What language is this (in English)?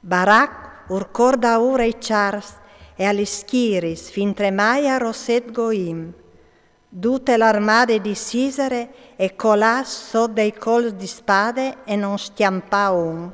Friulian